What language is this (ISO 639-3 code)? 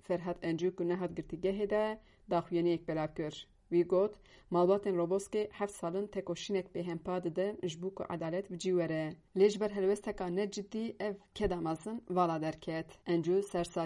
kur